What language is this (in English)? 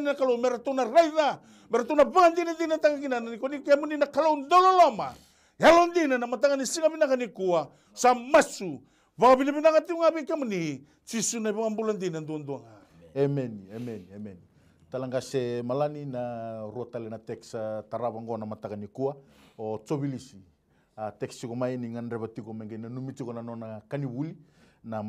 Fijian